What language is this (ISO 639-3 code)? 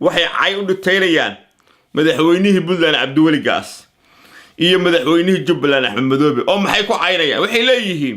som